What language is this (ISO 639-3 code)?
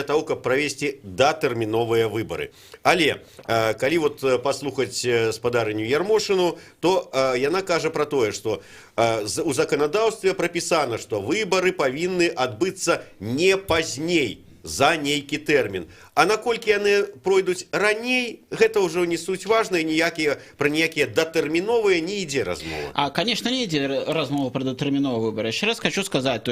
bel